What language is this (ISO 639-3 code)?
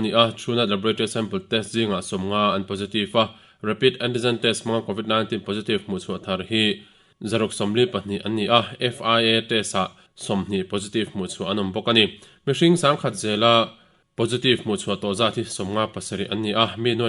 lus